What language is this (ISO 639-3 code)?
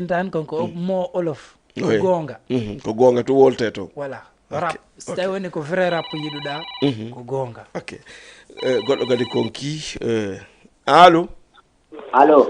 ful